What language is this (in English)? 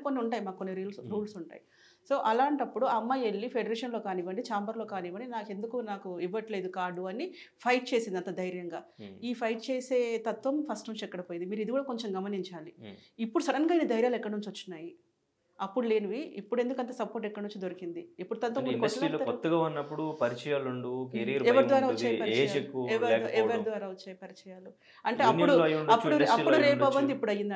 Telugu